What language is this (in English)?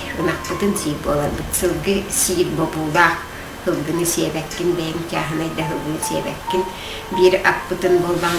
Yakut